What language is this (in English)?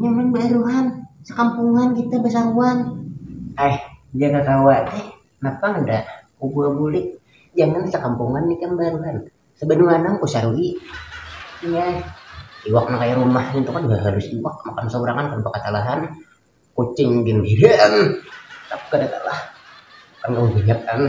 Banjar